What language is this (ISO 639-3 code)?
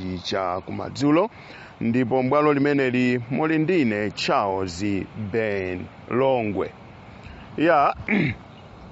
nya